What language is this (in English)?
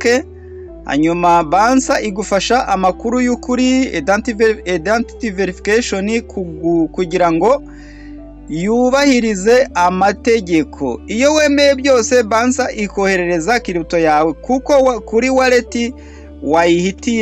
Kinyarwanda